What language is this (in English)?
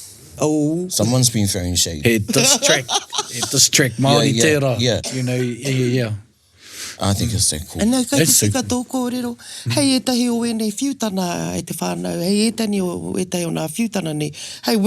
Māori